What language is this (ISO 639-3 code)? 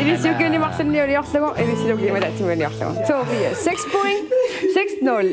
kal